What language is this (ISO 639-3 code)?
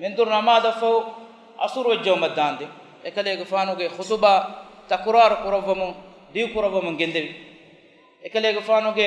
div